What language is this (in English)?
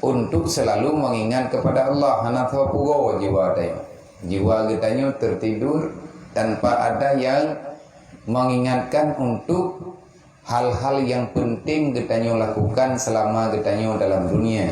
Achinese